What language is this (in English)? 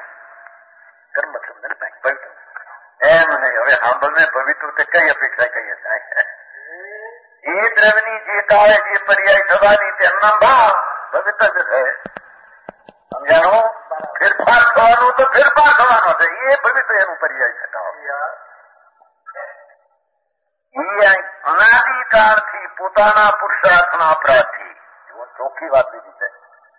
Gujarati